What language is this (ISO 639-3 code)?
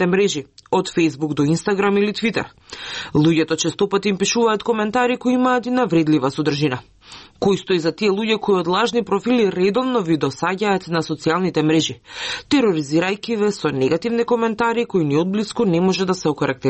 mkd